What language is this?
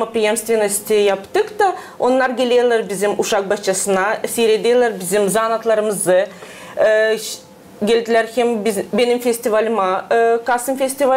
Gagauz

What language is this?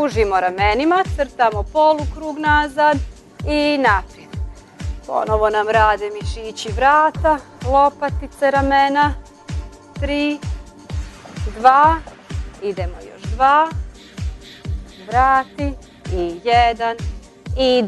Croatian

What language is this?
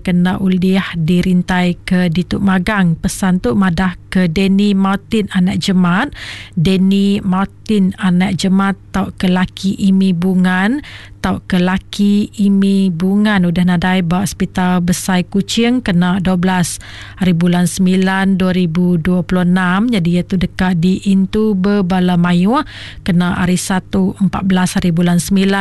Iban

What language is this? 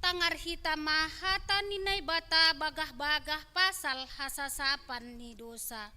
Batak Simalungun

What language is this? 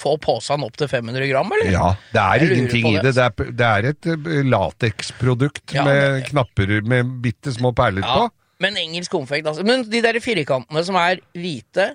Norwegian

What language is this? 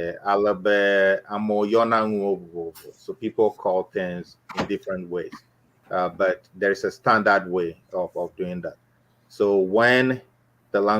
Ewe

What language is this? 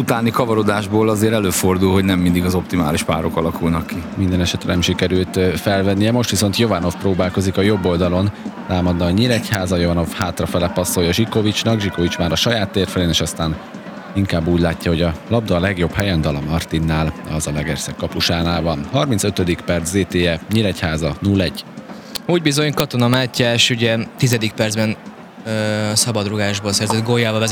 Hungarian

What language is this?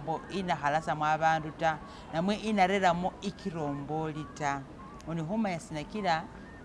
Masaaba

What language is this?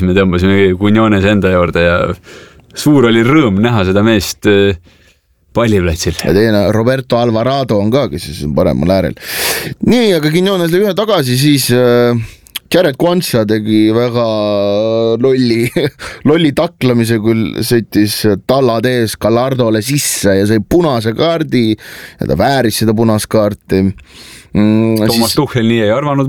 Estonian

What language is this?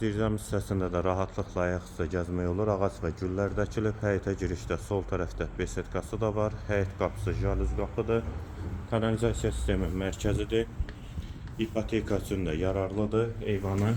Azerbaijani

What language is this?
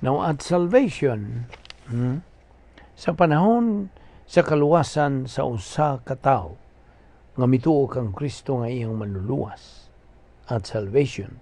Cebuano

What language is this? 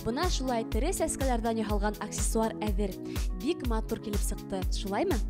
Bashkir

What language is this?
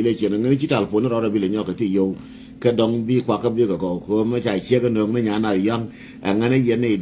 Nuer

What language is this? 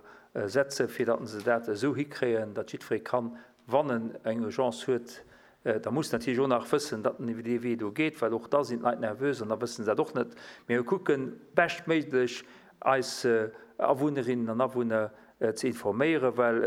Luxembourgish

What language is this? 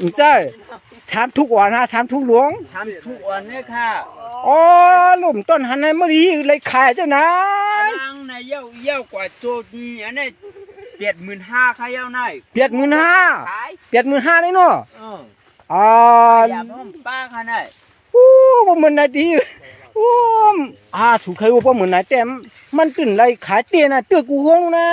Shan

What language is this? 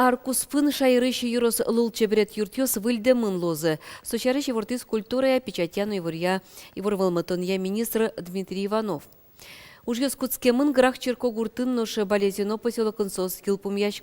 Udmurt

